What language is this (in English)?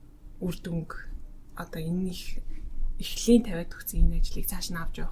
Mongolian